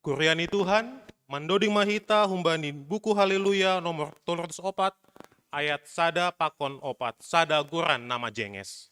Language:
Batak Simalungun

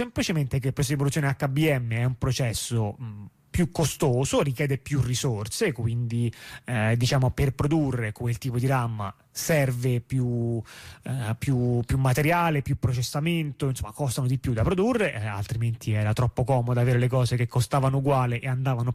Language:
Italian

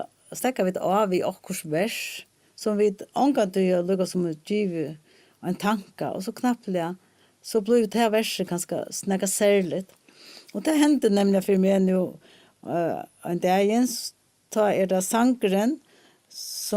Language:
Faroese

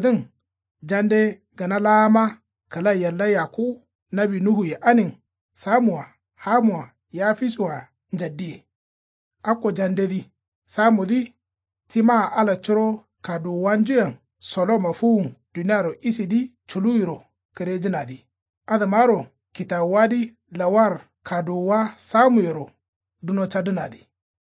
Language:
Kanuri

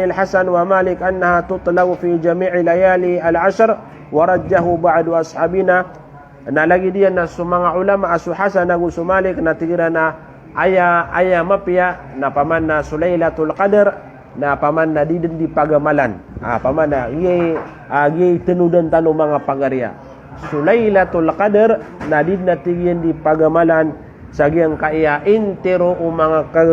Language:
Maranao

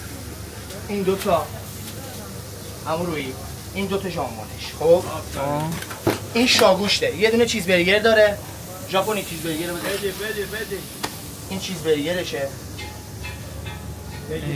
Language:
Persian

